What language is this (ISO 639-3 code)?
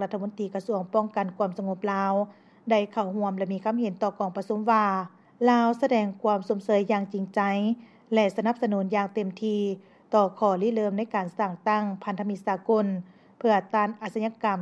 lao